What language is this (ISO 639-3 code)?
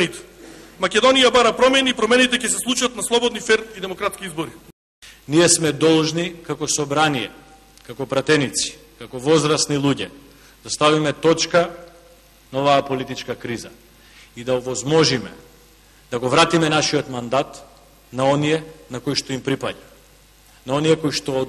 mkd